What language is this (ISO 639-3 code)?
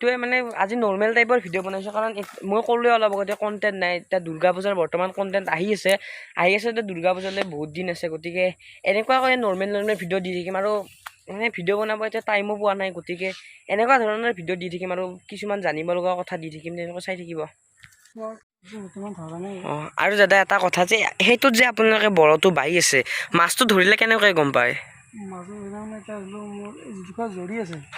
asm